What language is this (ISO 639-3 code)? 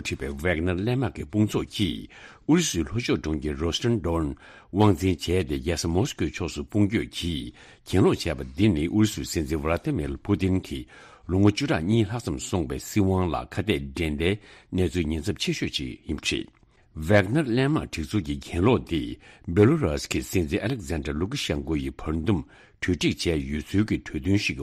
bod